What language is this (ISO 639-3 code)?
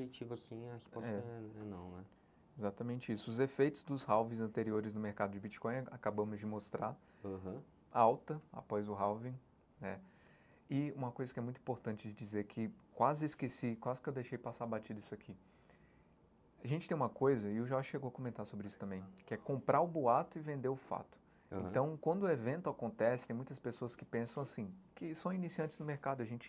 por